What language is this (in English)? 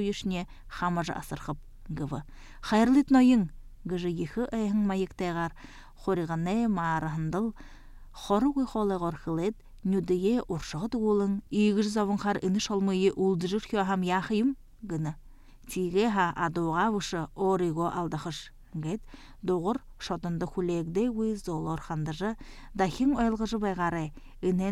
Buriat